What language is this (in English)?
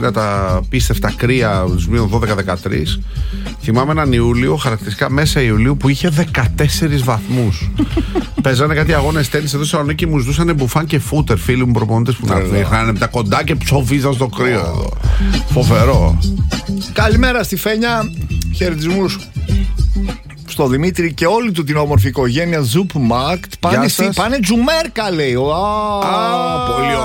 Greek